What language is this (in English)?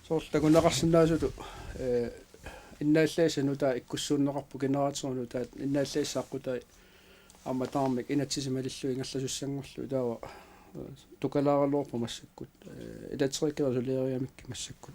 Kalaallisut